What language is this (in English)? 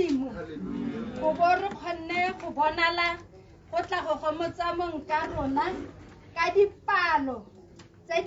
Tswana